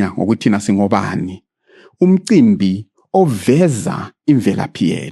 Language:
North Ndebele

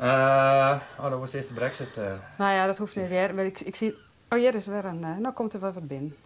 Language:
Western Frisian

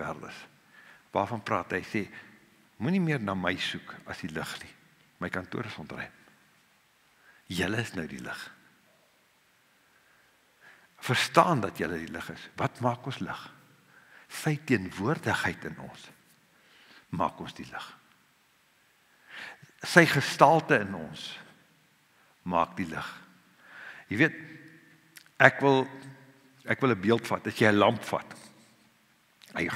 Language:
Afrikaans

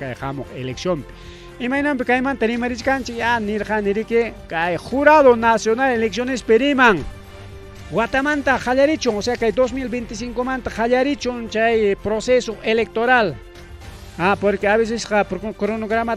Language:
Ayacucho Quechua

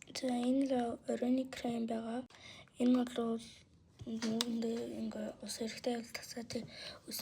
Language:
Mongolian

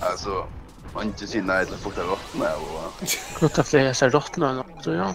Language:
Faroese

